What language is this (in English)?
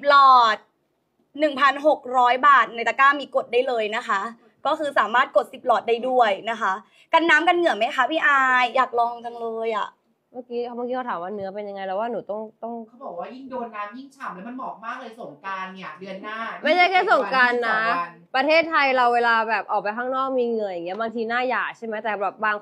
Thai